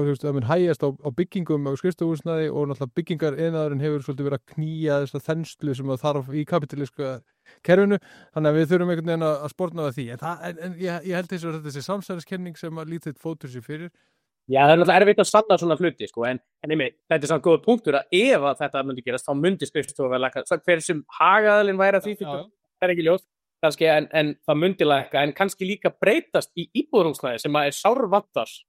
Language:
Icelandic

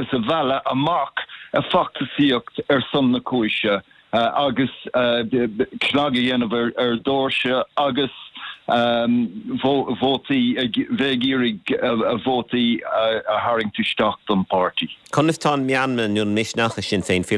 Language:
Irish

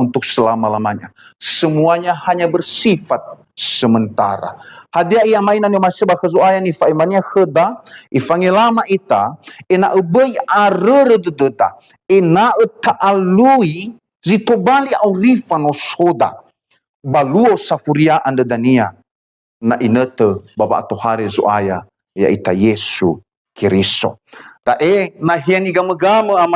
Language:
Nias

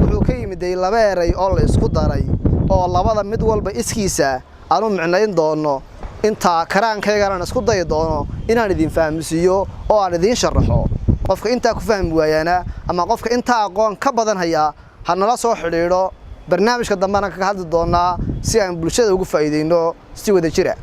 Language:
Somali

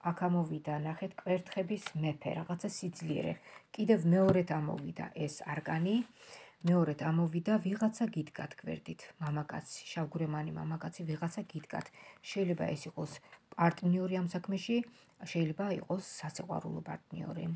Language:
Georgian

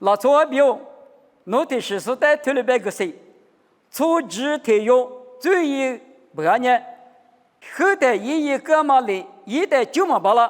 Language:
Lisu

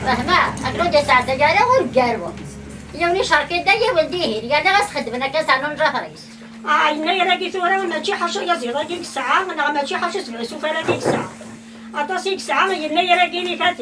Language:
Kabyle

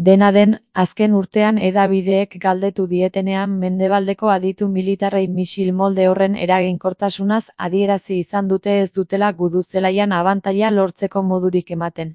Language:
Basque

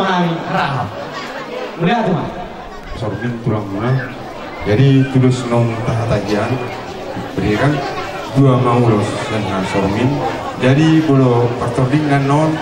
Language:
Batak Toba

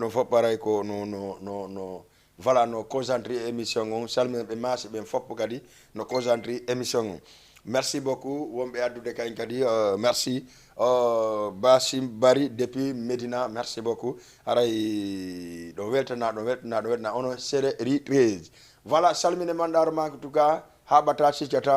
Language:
Fula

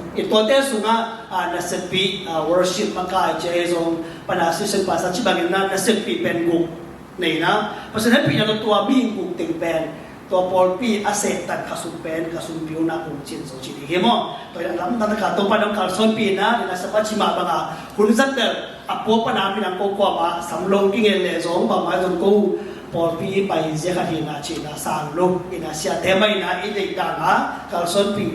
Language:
Tedim Chin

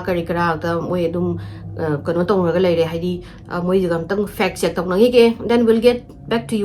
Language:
Manipuri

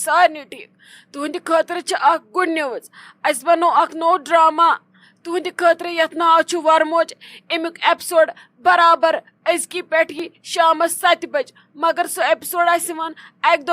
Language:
Kashmiri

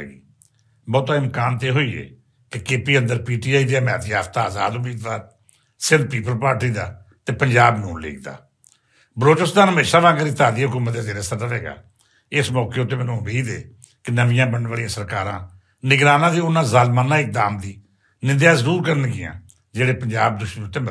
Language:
Western Panjabi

